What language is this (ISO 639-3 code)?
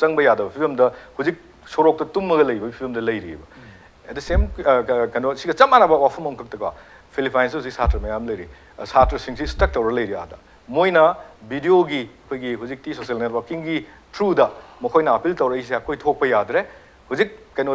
mni